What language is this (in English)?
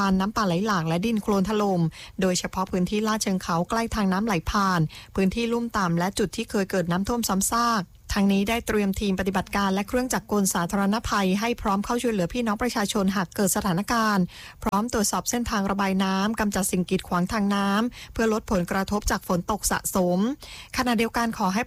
Thai